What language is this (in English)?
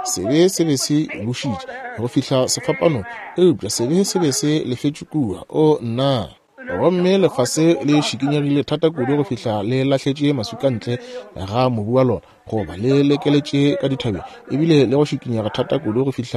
Northern Sotho